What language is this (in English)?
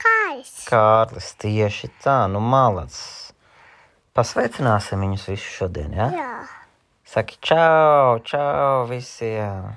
Latvian